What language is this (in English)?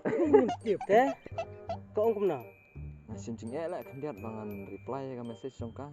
Khasi